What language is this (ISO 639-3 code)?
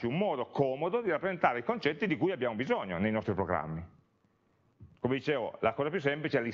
ita